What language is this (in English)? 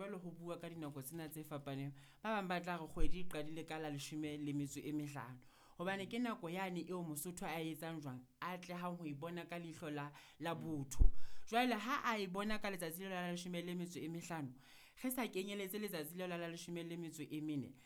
Southern Sotho